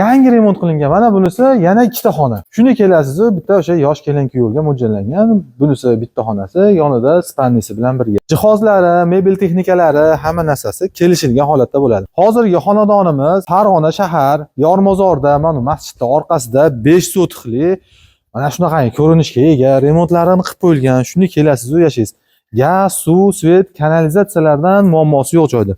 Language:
Uzbek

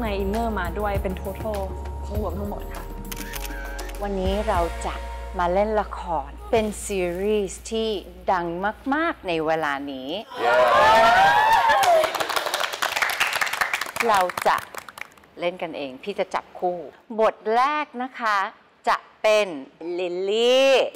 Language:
Thai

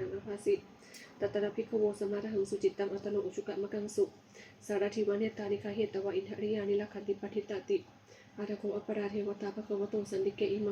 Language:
Pali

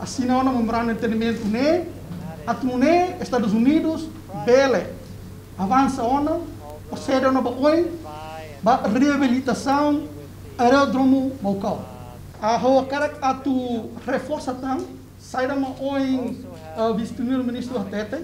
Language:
Tetum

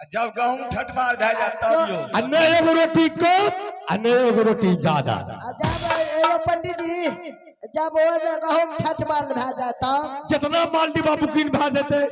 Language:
Maithili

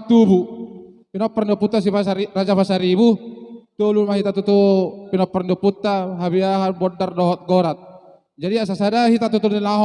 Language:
Batak Toba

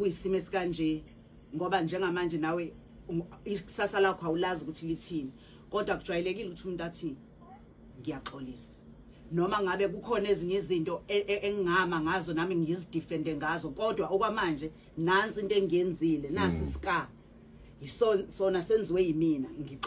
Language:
Zulu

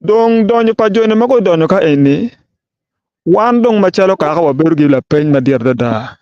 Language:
Acoli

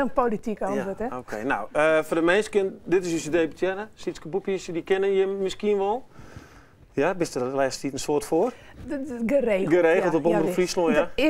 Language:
Western Frisian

